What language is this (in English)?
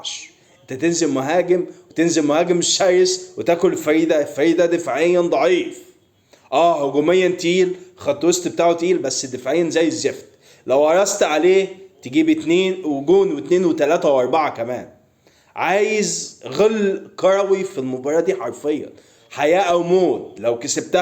Egyptian Arabic